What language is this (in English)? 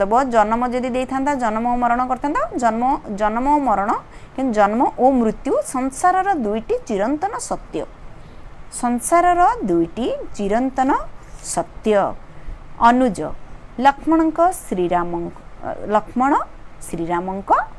Odia